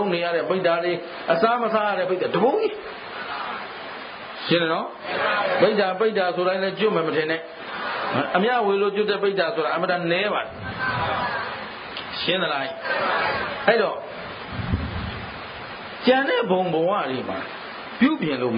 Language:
Burmese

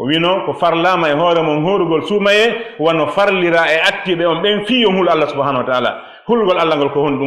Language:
Fula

